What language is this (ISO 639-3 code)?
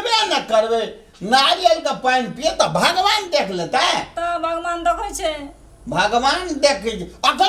mai